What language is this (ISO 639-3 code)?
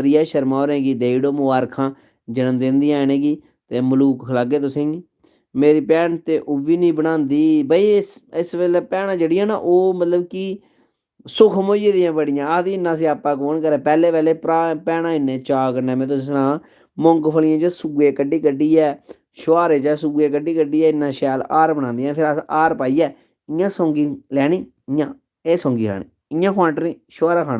doi